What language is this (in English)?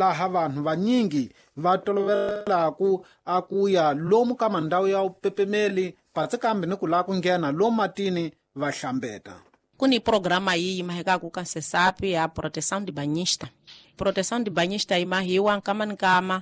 Tsonga